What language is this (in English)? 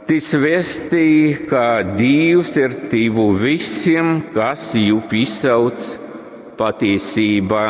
Latgalian